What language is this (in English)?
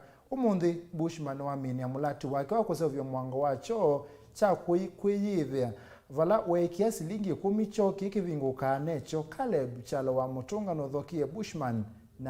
Kamba